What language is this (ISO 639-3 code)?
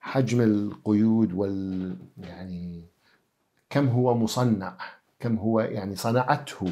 acm